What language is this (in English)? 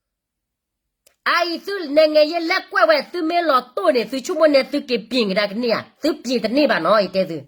S'gaw Karen